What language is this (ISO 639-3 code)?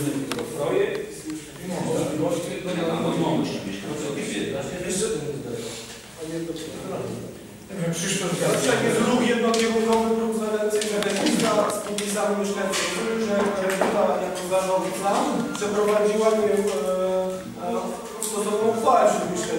pol